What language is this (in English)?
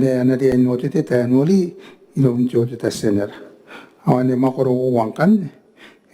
Gilbertese